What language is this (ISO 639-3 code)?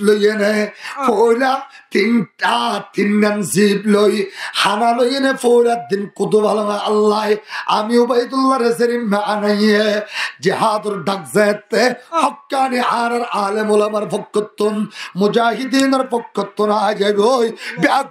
rhg